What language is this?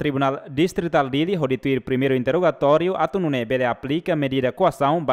Tetum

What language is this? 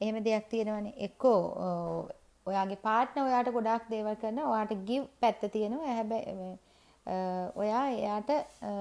Sinhala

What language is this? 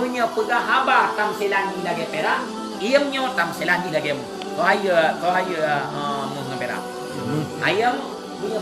Achinese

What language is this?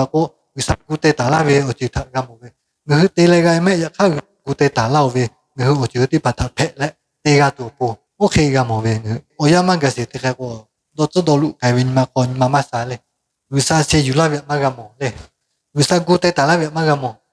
Lahu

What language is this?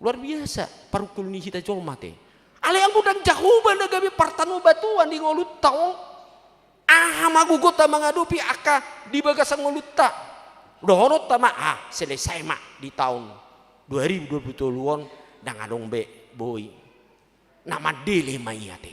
Batak Toba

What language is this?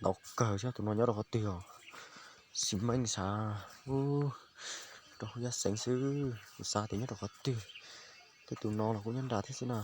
Hmong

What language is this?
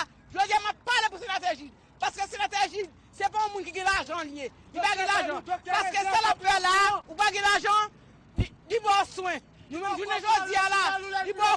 Haitian Creole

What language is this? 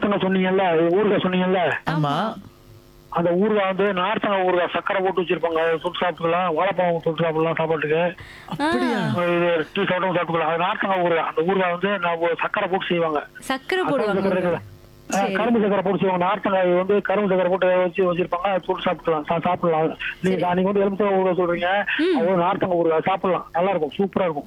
Tamil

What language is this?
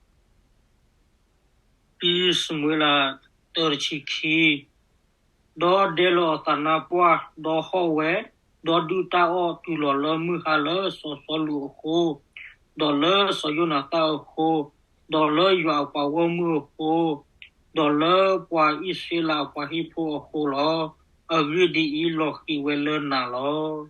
S'gaw Karen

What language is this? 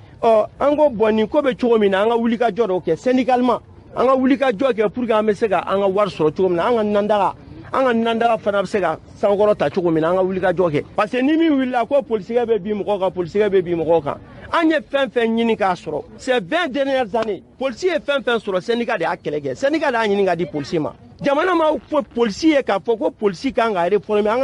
Bambara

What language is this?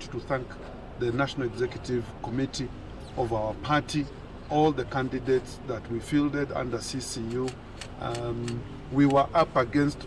Kamba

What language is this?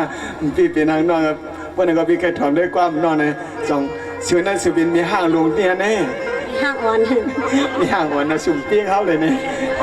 Shan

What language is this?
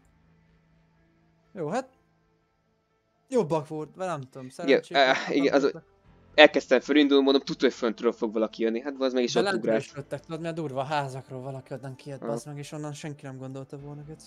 Hungarian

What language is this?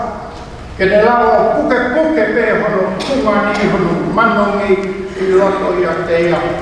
Tongan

